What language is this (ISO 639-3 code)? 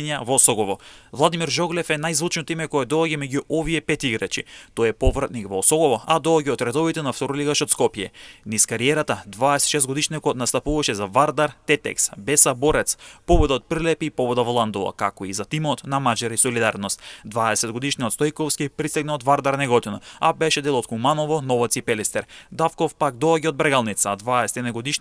mkd